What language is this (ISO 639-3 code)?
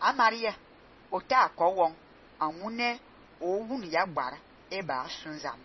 fan